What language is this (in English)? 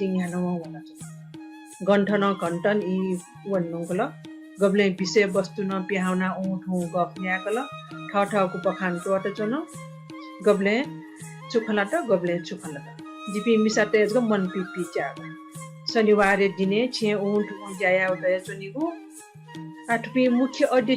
Newari